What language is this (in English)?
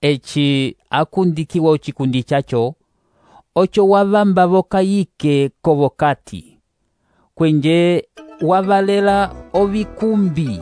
Umbundu